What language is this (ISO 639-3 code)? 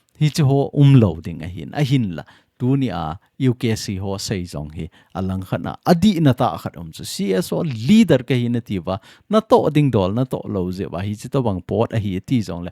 tcz